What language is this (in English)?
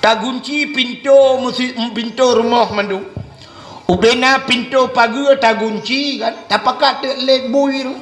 Achinese